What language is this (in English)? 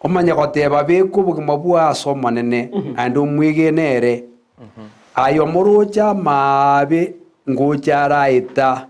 Gusii